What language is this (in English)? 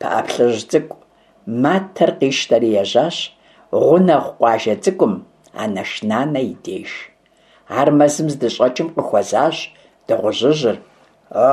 Kabardian